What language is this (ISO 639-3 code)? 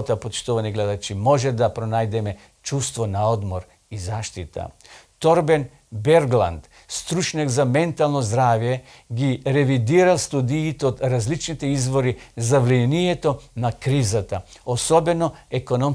mkd